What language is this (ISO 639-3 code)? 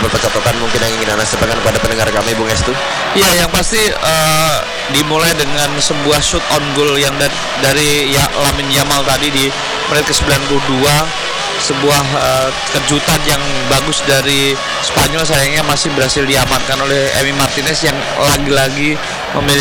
ind